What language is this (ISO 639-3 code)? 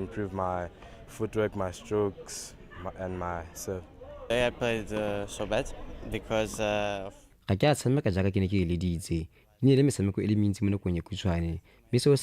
tsn